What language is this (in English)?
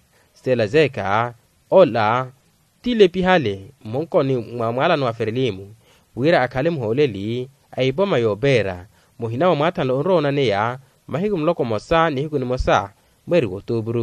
Makhuwa